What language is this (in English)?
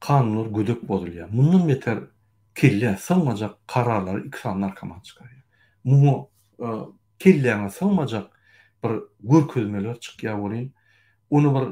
Turkmen